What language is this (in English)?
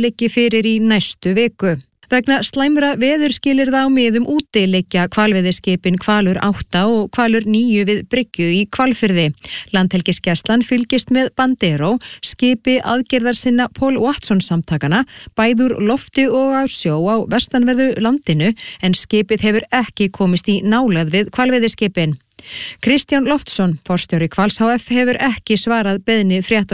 Icelandic